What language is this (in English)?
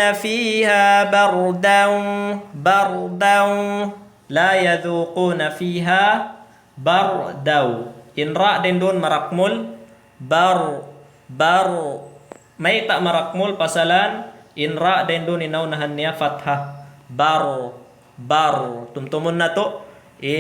Tausug